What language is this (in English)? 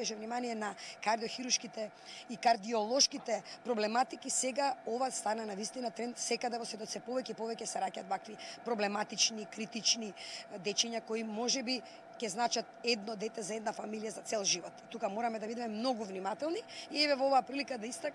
Macedonian